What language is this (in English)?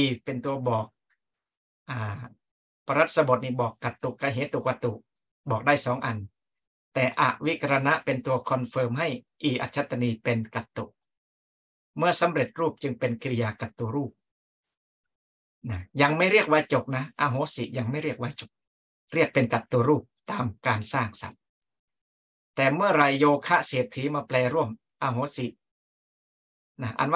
Thai